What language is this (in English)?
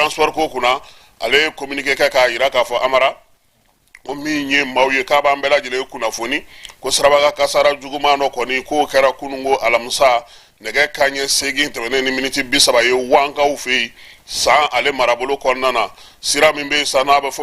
Bambara